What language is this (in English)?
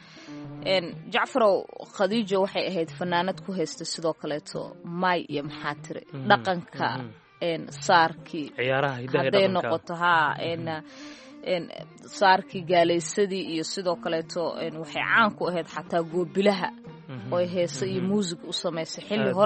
Somali